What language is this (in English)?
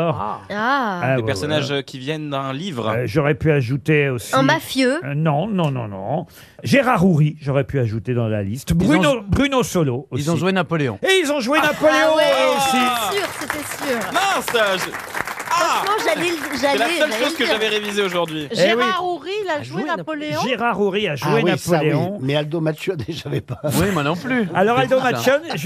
French